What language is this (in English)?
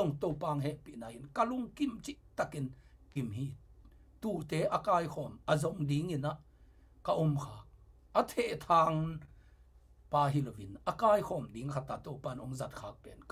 Tedim Chin